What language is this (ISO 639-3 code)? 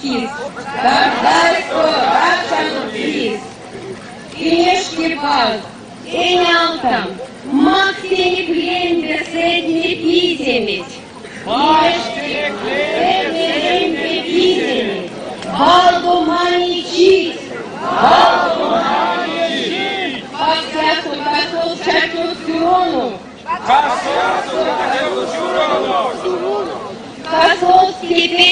myv